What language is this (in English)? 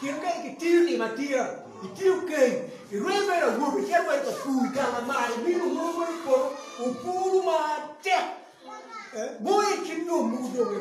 Acoli